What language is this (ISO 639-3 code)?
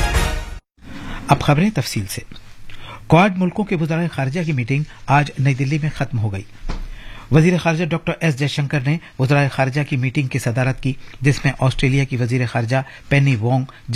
urd